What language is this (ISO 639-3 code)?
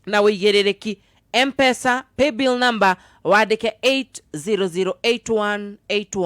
kik